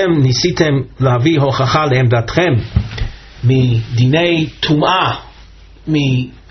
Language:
Hebrew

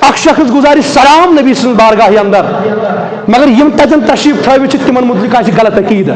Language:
Kashmiri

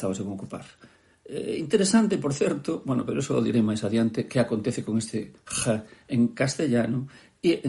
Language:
Galician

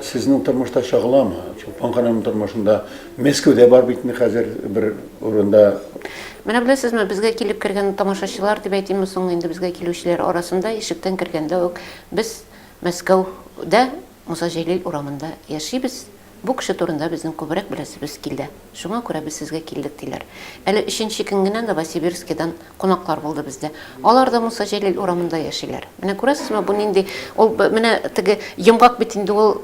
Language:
Tatar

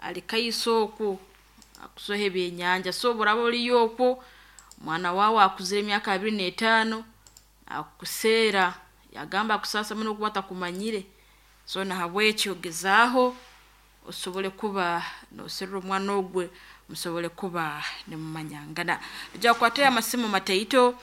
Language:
Nyankole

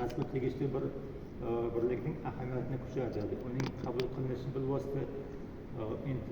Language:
Uzbek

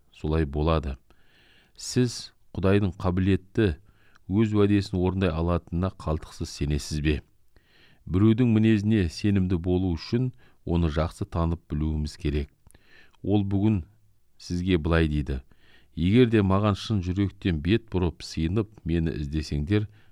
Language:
Kazakh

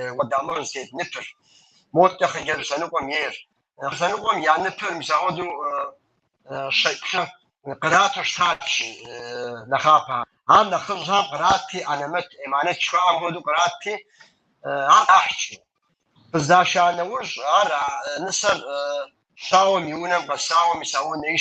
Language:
Kabardian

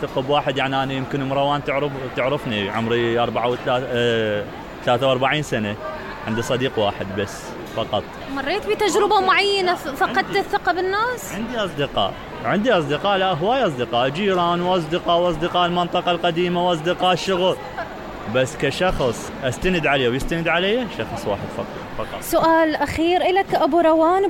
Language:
Mesopotamian Arabic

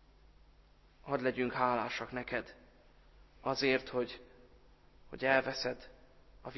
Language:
Hungarian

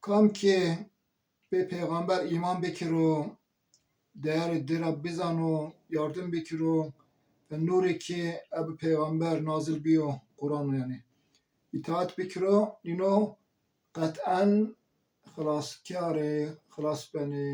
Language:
Zaza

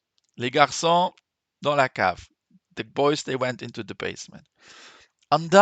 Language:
Luxembourgish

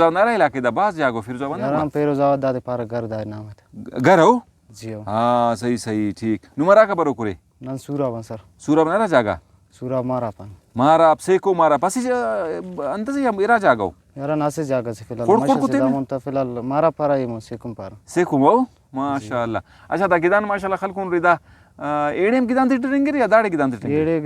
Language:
Brahui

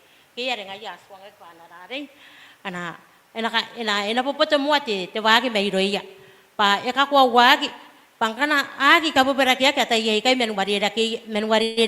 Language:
Gilbertese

